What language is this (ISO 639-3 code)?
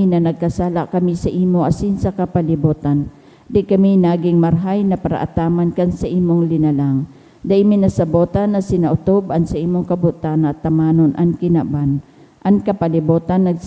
bik